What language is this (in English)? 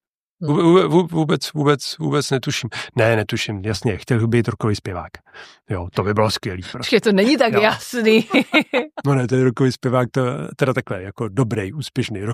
Czech